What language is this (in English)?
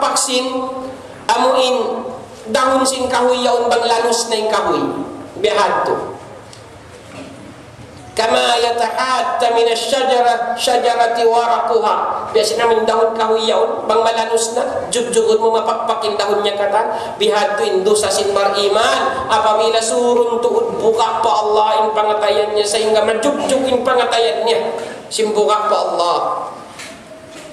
Tausug